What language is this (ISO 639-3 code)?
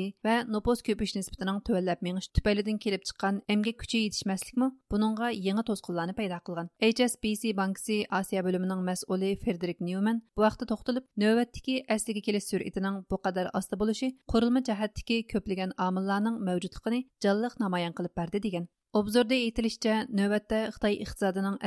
uig